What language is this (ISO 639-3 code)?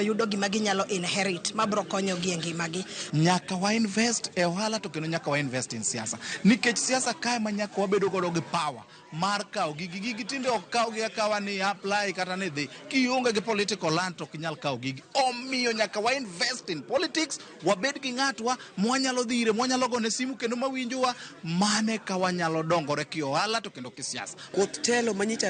luo